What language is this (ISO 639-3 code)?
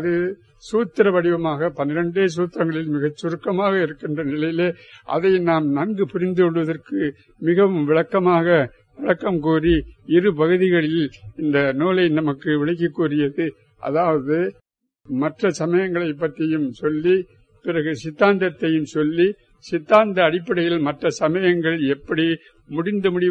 tam